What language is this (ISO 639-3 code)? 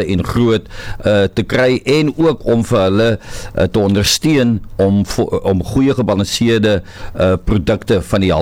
afr